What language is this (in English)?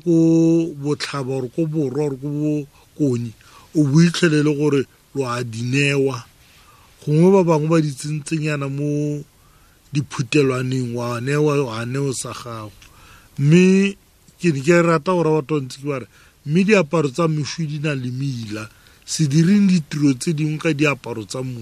Tswana